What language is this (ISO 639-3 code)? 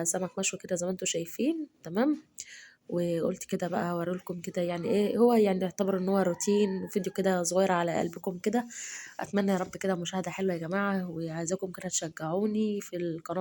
arz